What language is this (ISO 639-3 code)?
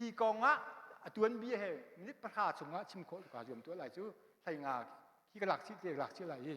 cnh